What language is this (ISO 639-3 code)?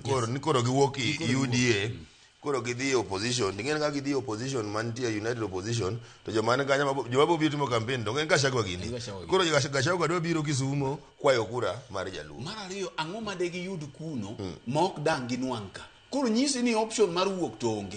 luo